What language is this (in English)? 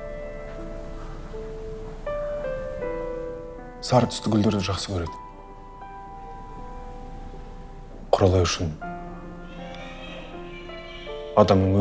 Kazakh